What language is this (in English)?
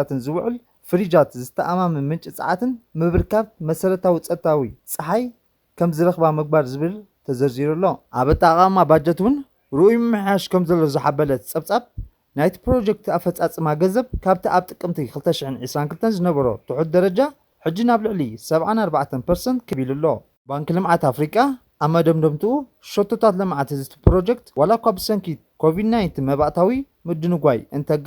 Tigrinya